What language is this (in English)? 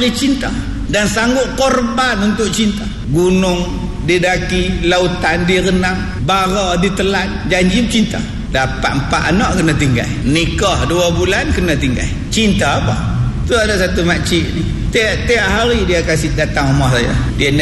Malay